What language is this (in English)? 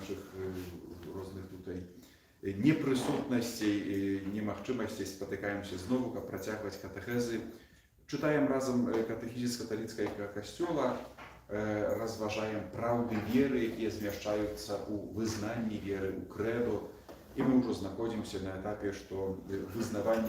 Belarusian